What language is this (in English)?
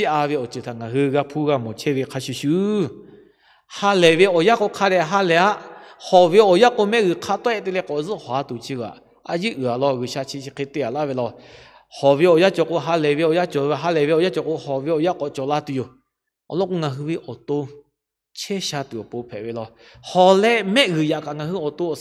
Lahu